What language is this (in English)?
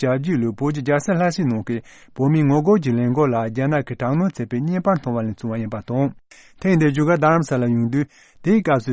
Tibetan